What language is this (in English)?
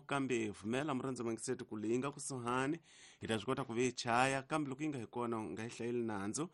Tsonga